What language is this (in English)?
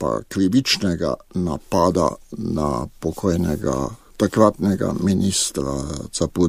Slovenian